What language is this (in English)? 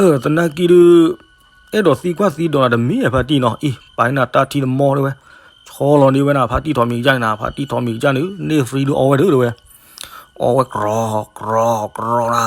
S'gaw Karen